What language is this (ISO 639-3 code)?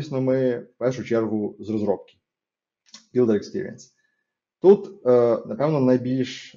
ukr